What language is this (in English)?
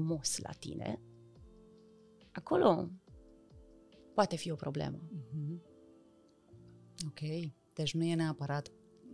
Romanian